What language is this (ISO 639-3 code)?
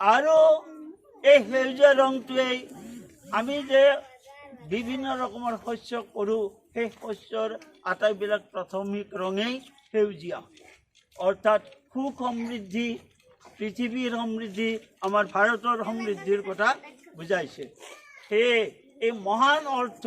asm